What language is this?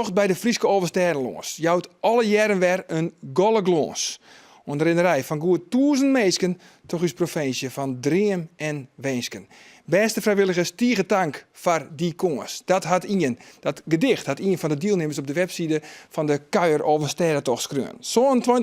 Western Frisian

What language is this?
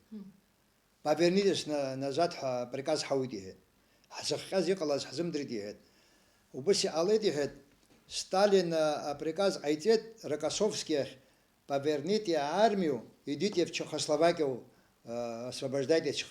Abkhazian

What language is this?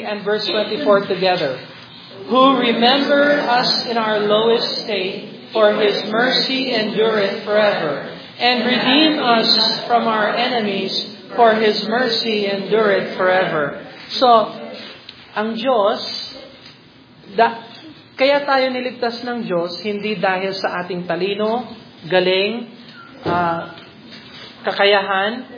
Filipino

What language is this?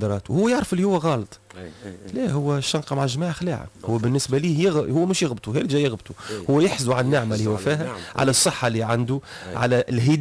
Tunisian Arabic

